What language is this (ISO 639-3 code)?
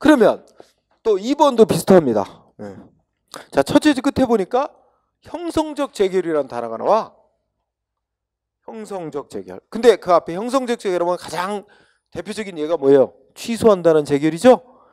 kor